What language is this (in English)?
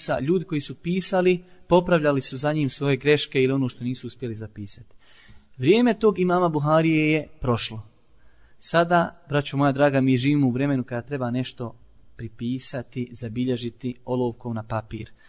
Bosnian